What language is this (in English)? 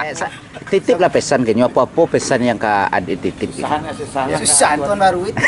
Minangkabau